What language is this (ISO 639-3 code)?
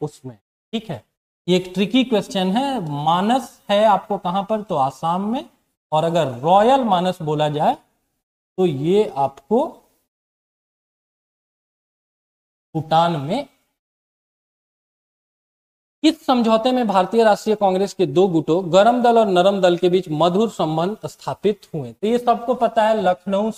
hin